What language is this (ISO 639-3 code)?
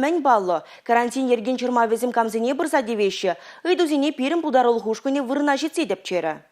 chv